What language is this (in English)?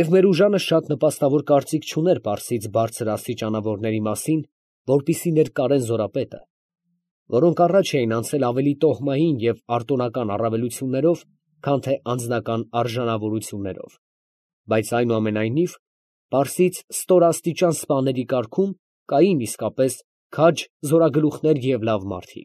Armenian